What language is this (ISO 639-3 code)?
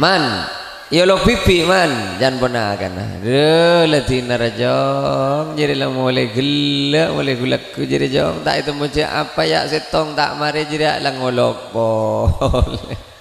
mad